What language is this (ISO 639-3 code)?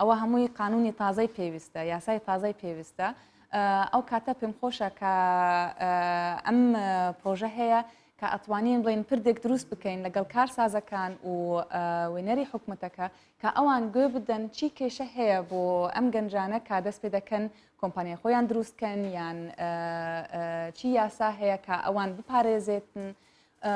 ckb